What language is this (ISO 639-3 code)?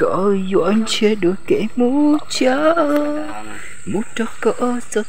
hmn